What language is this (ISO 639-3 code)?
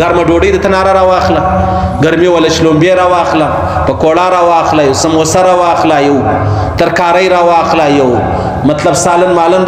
pus